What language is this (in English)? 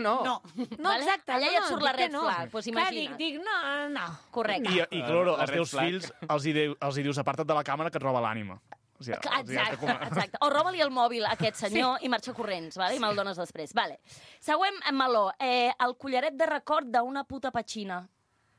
Catalan